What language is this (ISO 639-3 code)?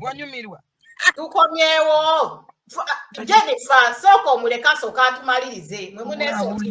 lug